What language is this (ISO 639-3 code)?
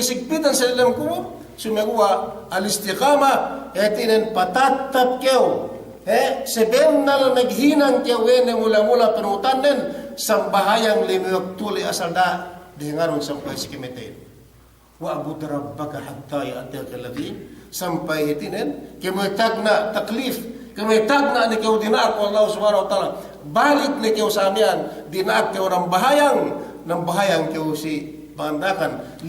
yka